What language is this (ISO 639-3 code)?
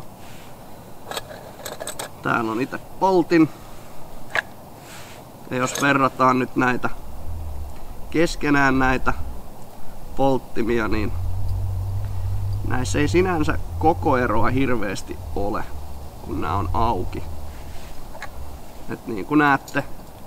fin